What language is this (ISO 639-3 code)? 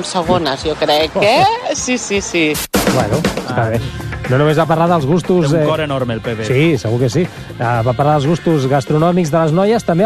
cat